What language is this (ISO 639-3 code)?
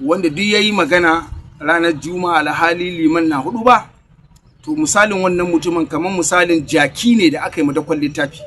hau